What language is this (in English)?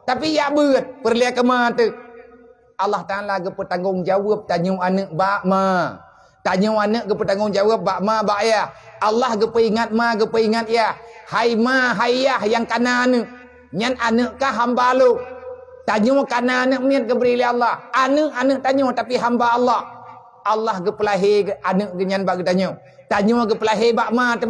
Achinese